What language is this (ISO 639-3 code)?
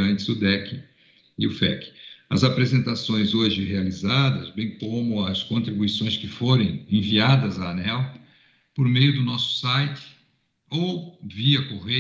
por